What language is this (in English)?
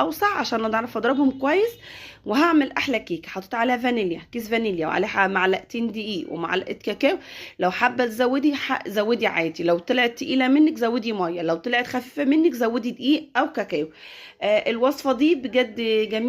Egyptian Arabic